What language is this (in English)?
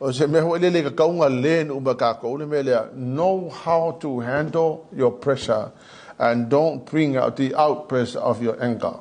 Samoan